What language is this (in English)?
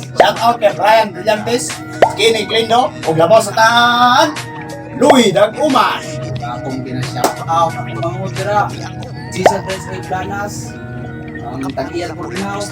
Cebuano